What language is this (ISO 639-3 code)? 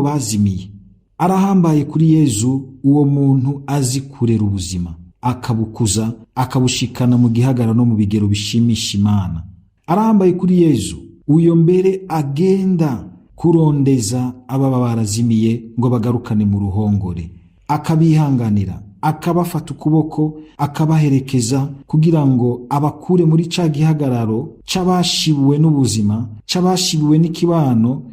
run